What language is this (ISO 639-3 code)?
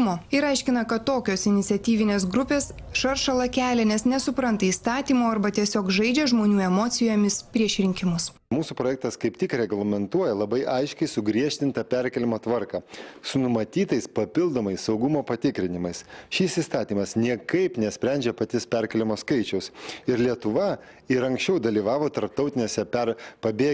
lit